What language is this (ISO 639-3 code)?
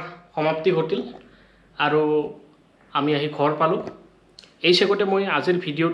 asm